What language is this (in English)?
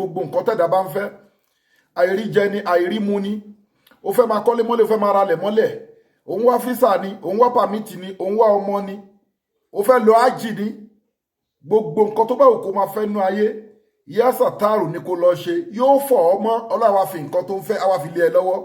Yoruba